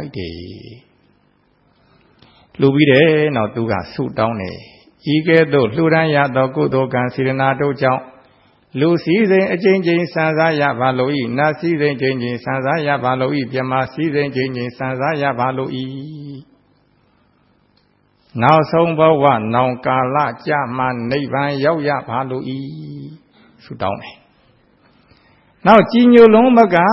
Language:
Burmese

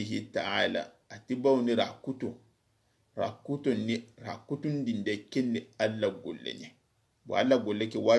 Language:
Soninke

